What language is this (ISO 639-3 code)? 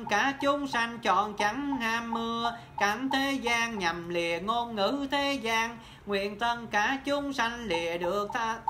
vie